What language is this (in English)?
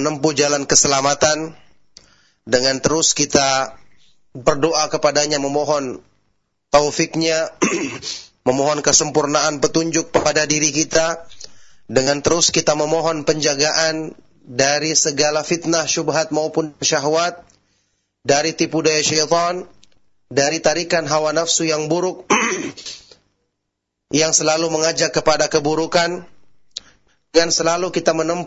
Indonesian